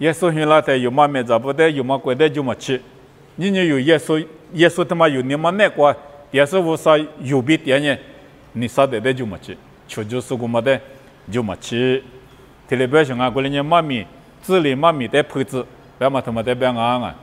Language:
Lisu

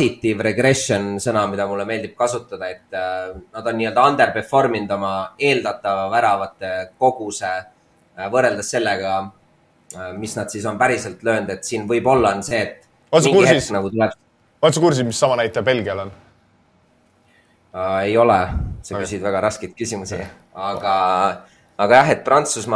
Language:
Estonian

